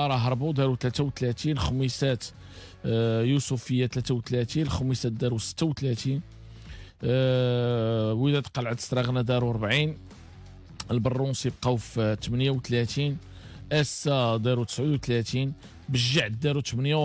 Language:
Moroccan Arabic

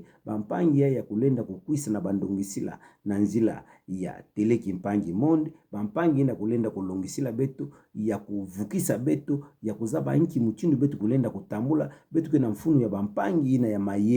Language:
Kituba (Democratic Republic of Congo)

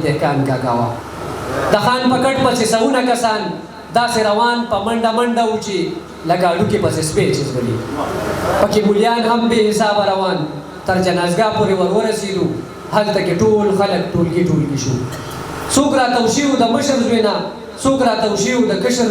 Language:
Pashto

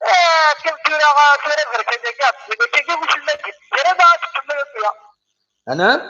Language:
Kabyle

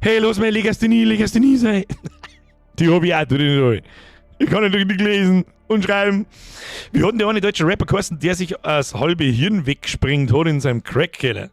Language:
Bavarian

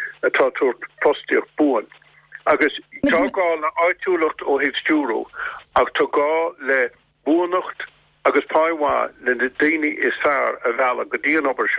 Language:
Irish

